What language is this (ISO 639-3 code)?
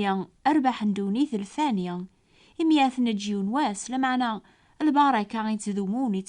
kab